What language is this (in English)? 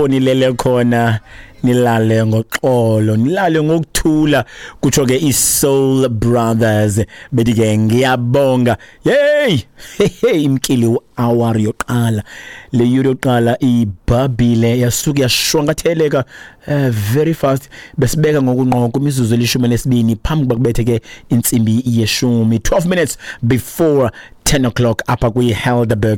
Xhosa